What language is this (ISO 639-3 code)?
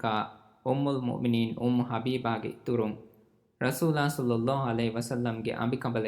div